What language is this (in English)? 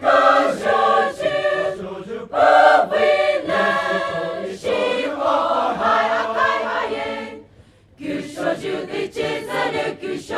Poumei Naga